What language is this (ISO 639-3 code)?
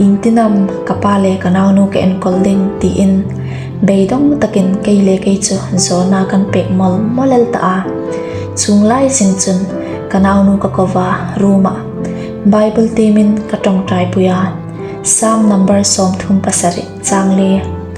hmr